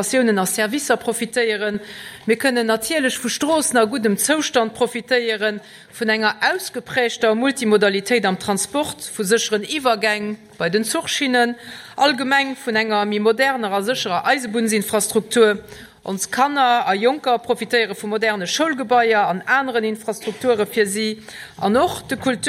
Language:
Luxembourgish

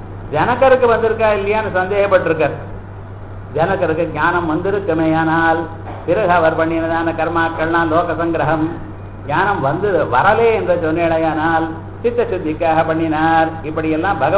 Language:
Tamil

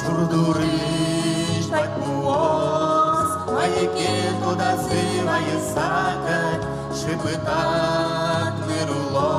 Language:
Udmurt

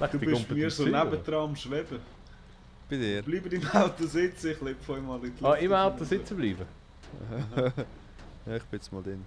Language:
Swiss German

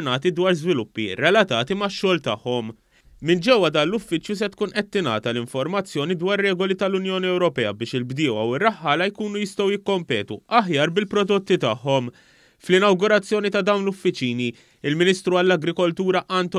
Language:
Maltese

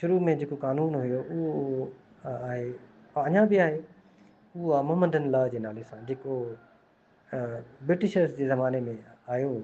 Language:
Sindhi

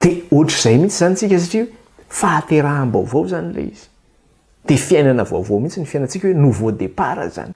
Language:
Malagasy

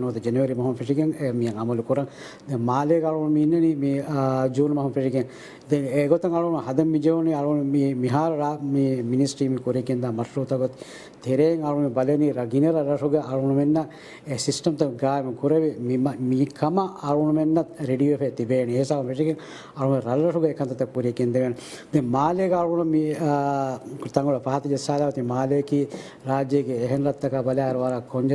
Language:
Divehi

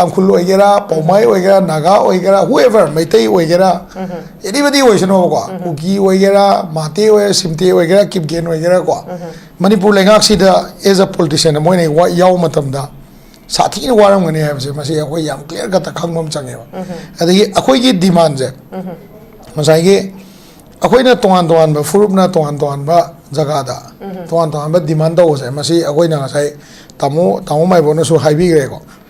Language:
Manipuri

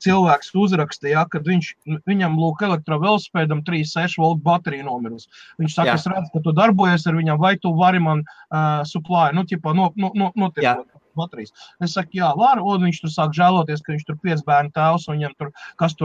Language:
Latvian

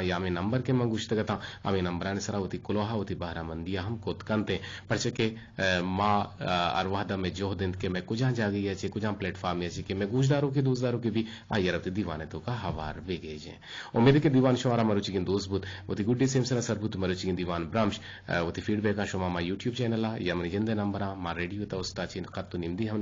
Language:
Eastern Balochi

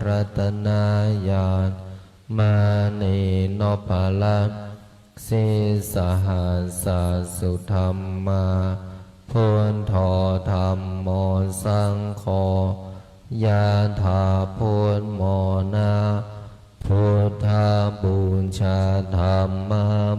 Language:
Pali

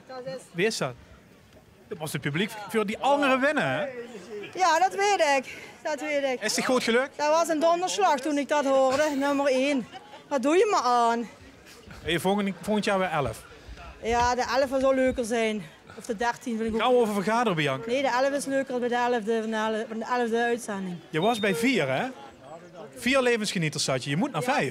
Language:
Limburgish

